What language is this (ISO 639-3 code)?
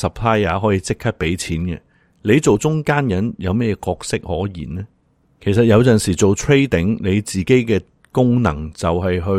yue